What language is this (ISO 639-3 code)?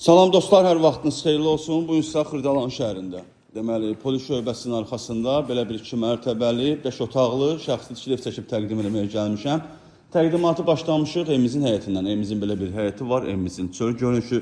aze